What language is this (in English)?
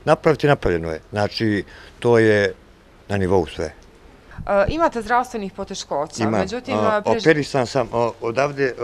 Bosnian